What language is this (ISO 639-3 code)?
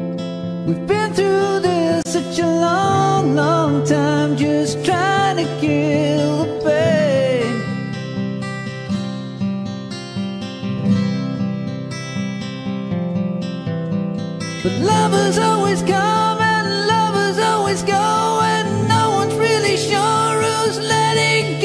eng